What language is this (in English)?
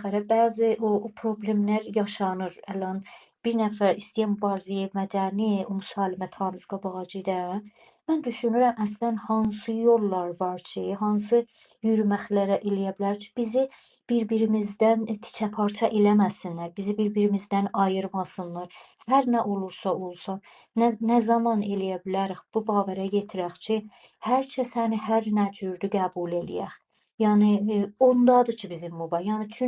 South Azerbaijani